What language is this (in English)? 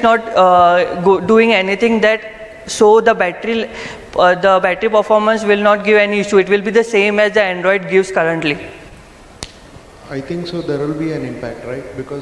English